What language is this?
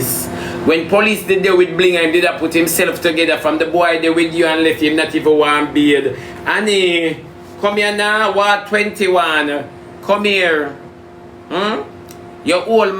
Jamaican Creole English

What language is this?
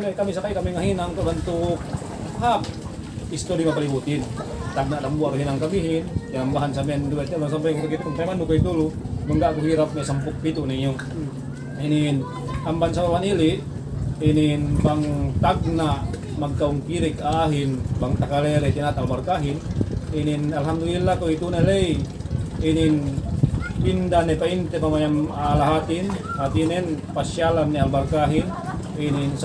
Yakan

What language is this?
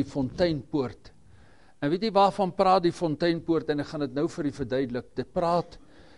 Afrikaans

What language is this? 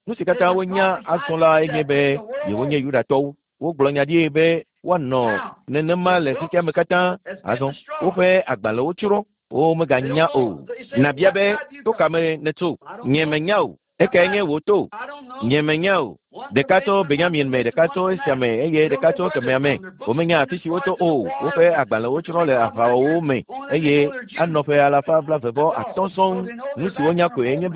Ewe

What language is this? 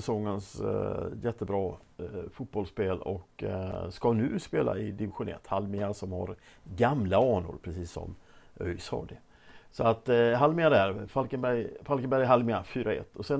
Swedish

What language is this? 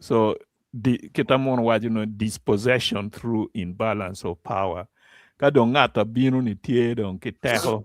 Acoli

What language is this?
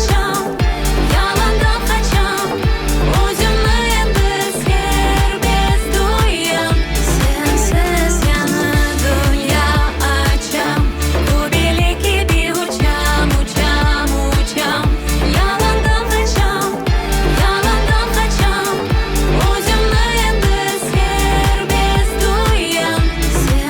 Crimean Tatar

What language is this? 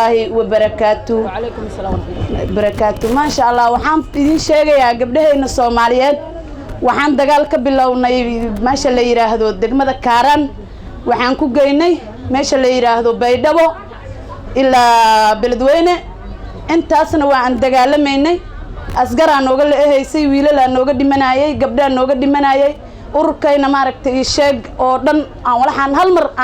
Somali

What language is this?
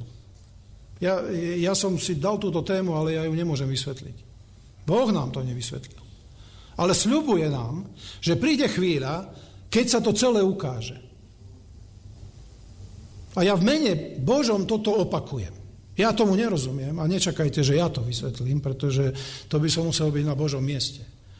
Slovak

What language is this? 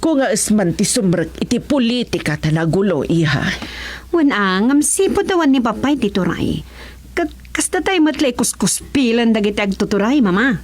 Iloko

